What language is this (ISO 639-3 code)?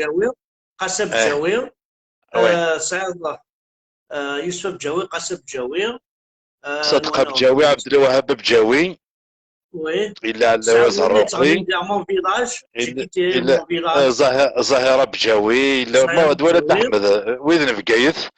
kab